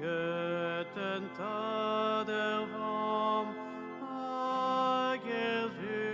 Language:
Breton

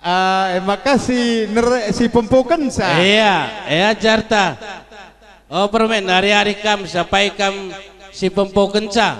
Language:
Batak Karo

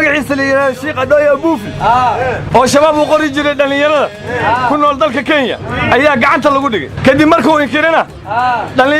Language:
Somali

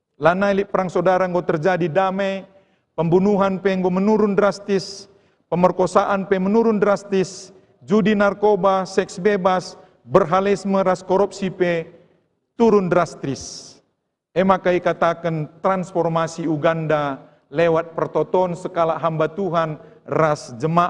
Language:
Batak Karo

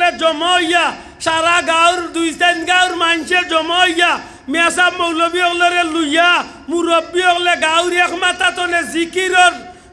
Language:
Sylheti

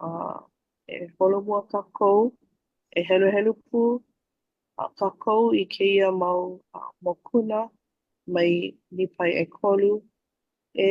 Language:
Hawaiian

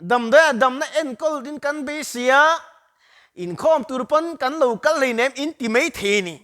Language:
Mizo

